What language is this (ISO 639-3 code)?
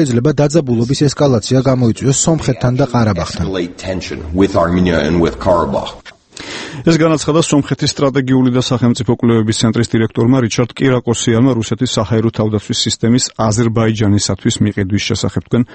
kat